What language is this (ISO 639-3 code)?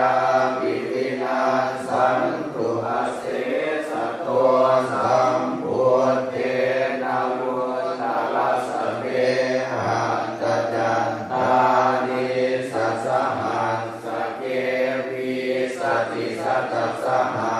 pli